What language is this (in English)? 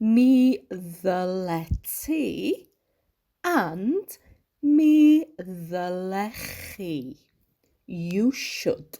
Welsh